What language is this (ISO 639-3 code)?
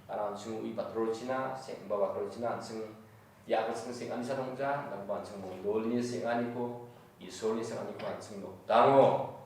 grt